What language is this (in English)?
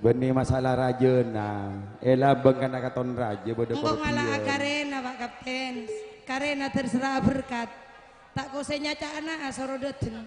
Madurese